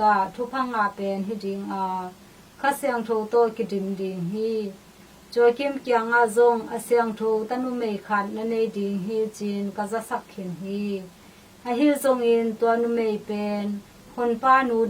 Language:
Tedim Chin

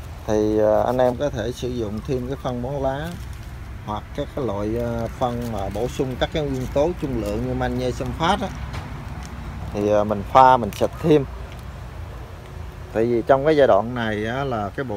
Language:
Vietnamese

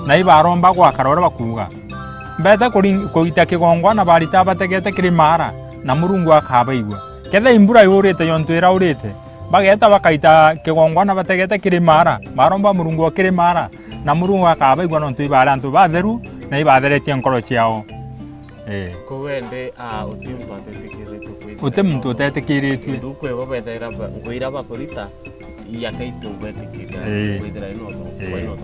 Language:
Meru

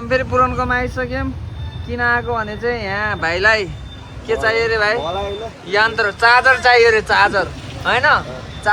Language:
Nepali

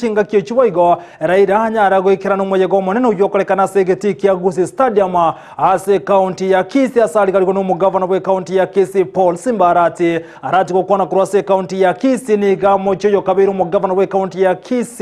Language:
Gusii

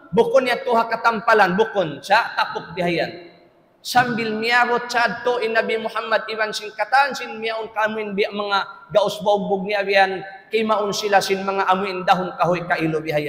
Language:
Tausug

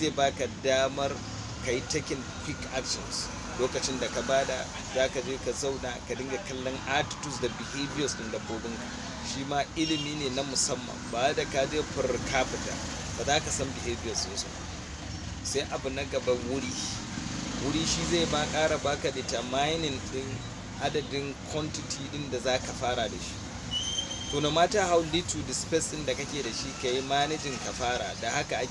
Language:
Hausa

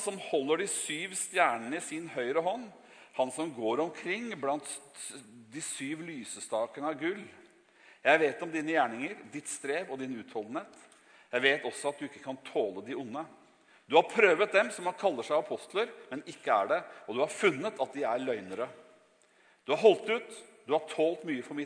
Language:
Norwegian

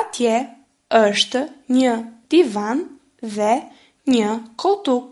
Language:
Albanian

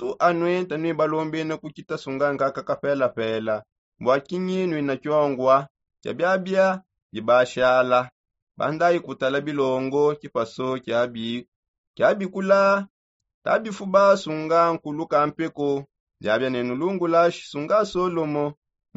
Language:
Songe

